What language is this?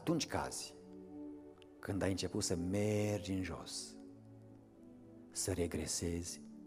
Romanian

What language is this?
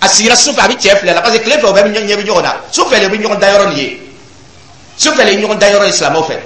Dyula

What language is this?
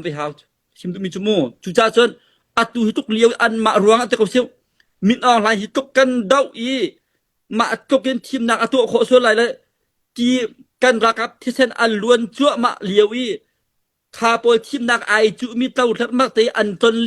Hakha Chin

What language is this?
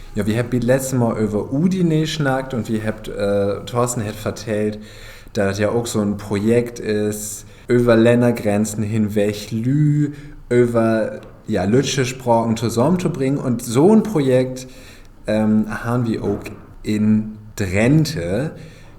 Low German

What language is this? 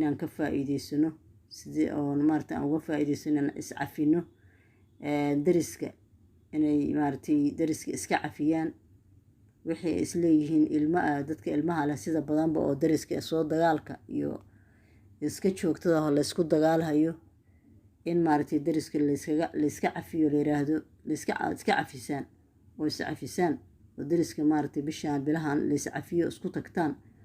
Somali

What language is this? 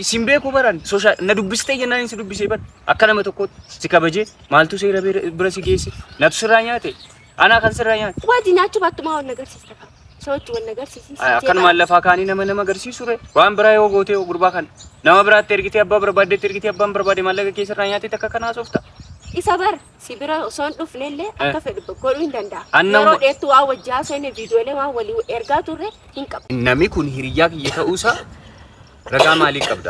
Oromo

